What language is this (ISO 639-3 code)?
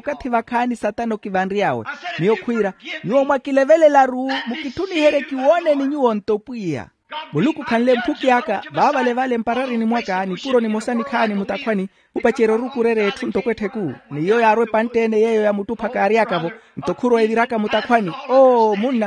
vmw